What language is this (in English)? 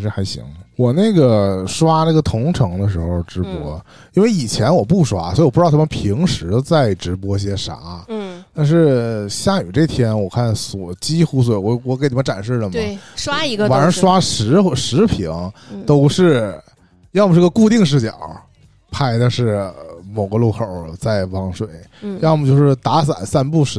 Chinese